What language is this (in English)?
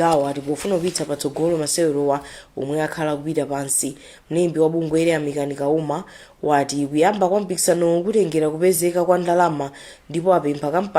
Nyanja